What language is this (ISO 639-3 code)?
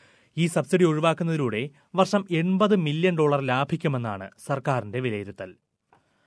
mal